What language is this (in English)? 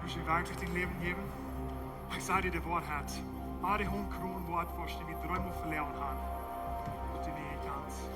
Plautdietsch